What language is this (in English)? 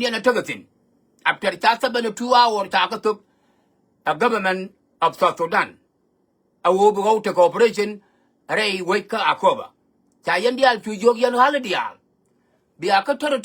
Nuer